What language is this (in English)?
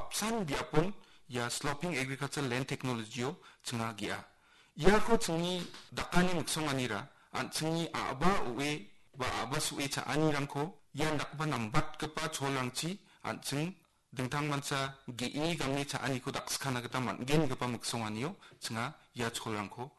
Garo